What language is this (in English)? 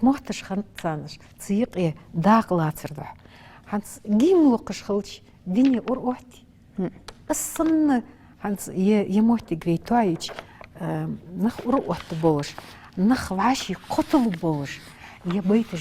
Ingush